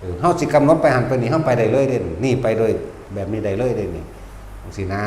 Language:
Northeastern Thai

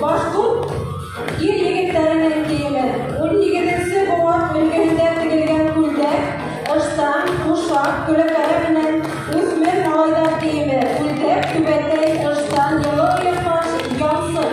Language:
Bashkir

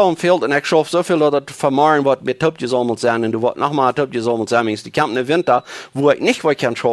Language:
Plautdietsch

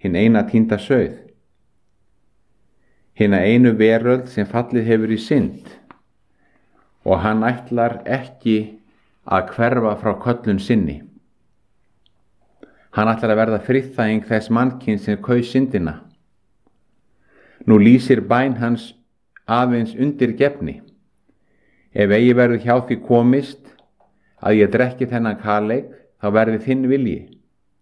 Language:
Icelandic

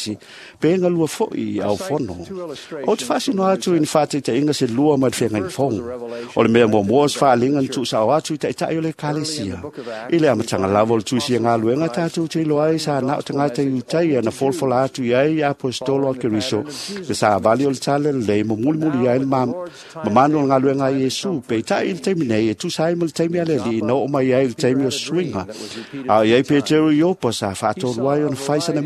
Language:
Samoan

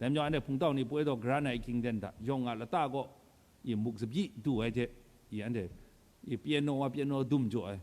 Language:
Kachin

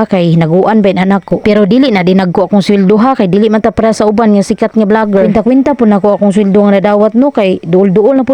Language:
Cebuano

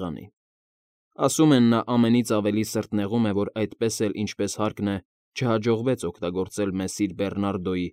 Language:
Armenian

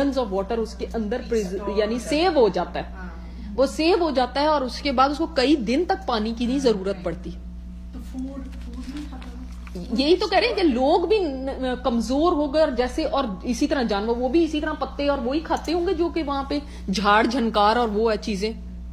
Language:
Urdu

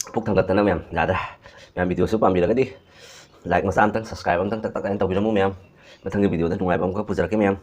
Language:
Manipuri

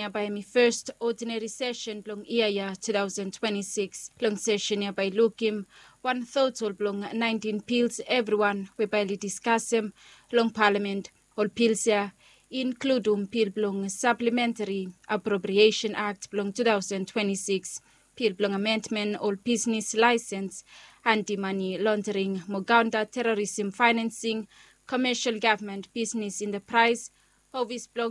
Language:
Bislama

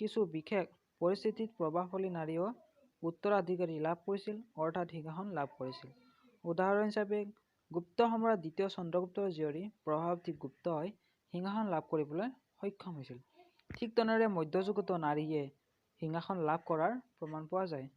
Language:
Assamese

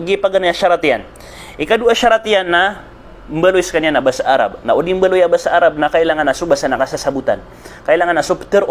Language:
Maranao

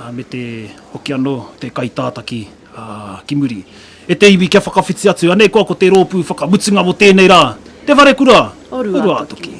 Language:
Māori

